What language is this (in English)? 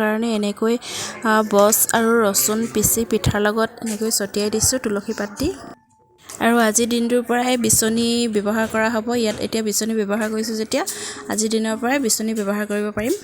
Assamese